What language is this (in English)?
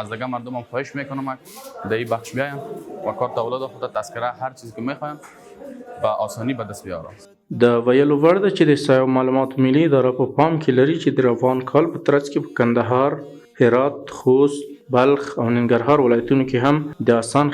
Pashto